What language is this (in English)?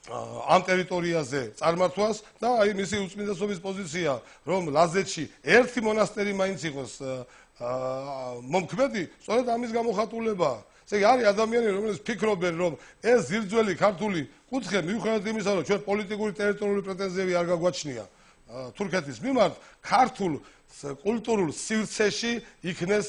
Georgian